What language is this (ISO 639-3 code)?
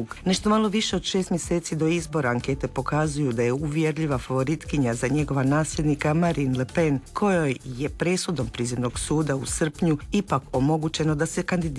hrv